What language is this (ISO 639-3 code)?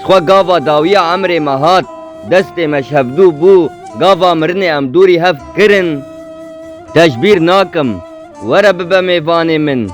kur